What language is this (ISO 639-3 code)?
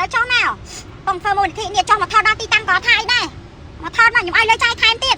khm